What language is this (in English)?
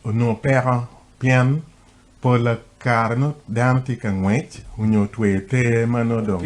Acoli